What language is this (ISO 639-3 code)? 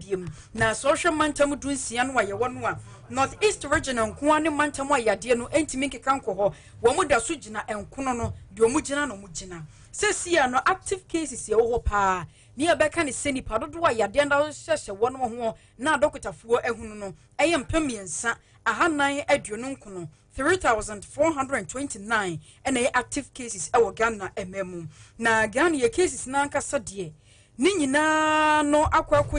aka